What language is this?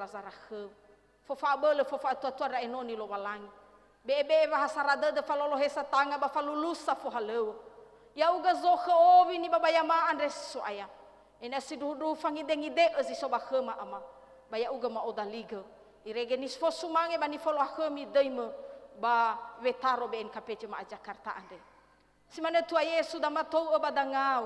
Nias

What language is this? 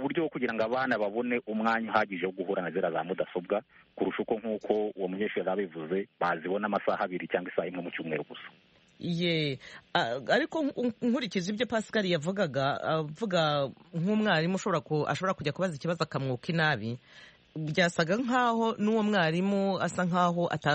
Kinyarwanda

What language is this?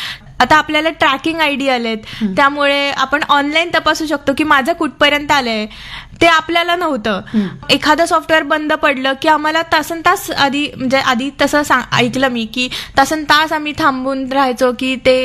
Marathi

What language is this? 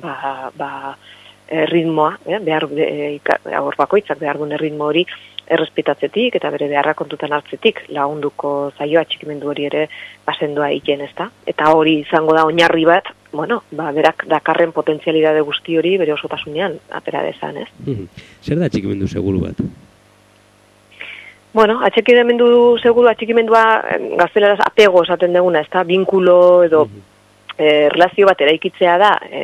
Basque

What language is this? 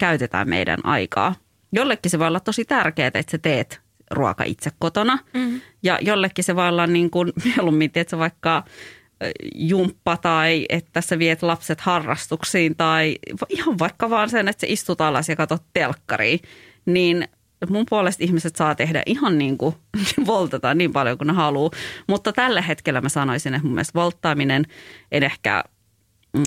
Finnish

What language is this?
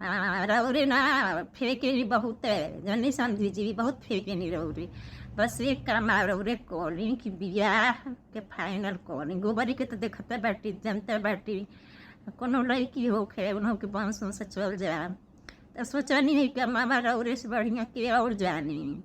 Bhojpuri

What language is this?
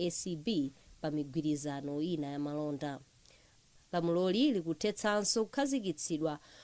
Nyanja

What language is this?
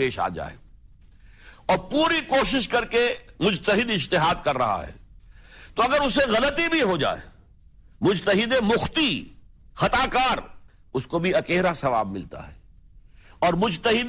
Urdu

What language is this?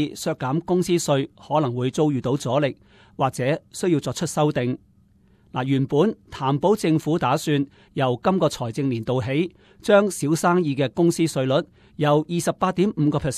Cantonese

